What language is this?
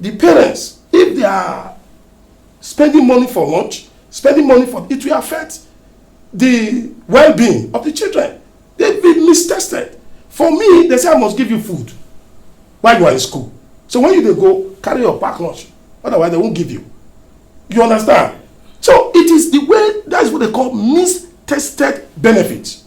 Nigerian Pidgin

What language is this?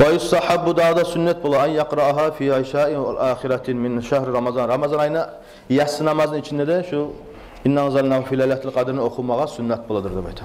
Kumyk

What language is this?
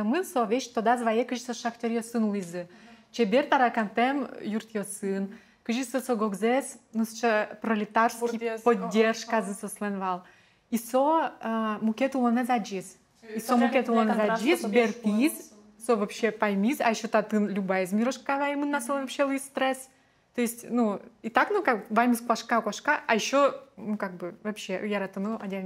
Udmurt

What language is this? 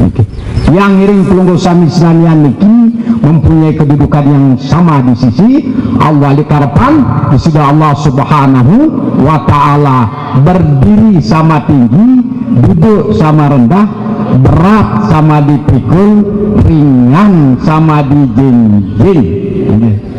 Sasak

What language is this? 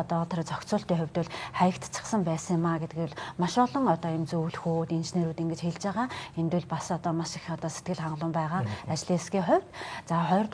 Mongolian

